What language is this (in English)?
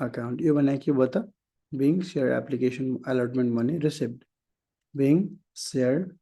Nepali